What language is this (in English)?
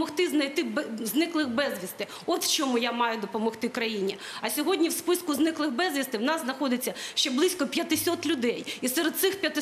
Ukrainian